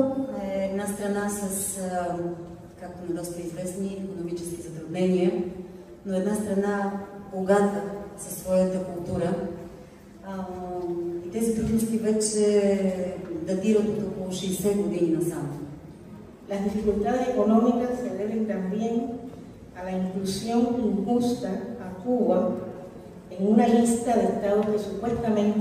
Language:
Bulgarian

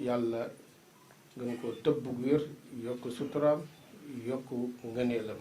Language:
Wolof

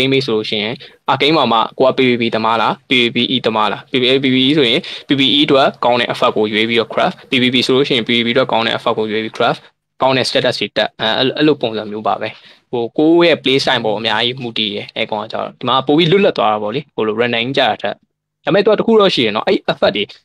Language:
Burmese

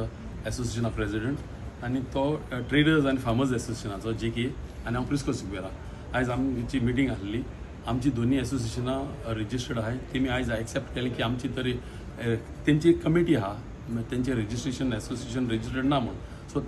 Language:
Konkani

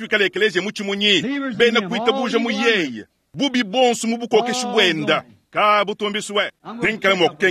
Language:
Luba-Lulua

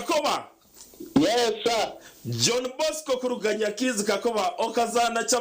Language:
Nyankole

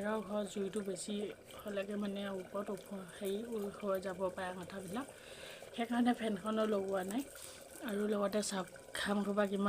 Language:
Assamese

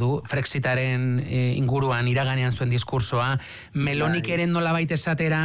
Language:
Basque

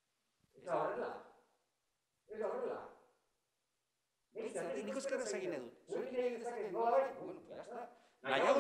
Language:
Basque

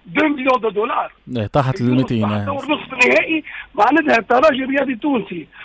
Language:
Tunisian Arabic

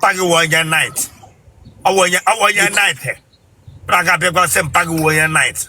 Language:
Igbo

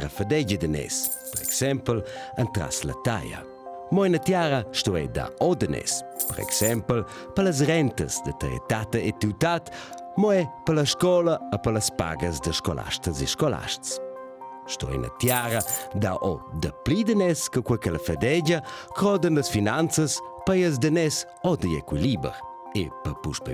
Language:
Romansh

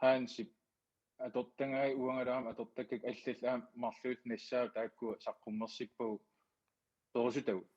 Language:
Kalaallisut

